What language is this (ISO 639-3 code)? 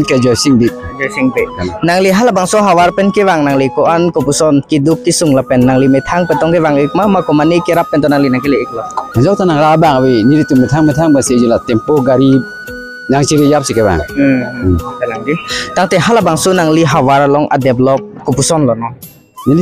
mjw